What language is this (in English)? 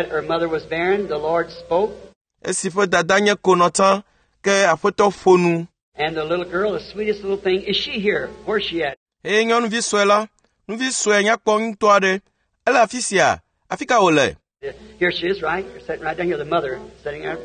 Ewe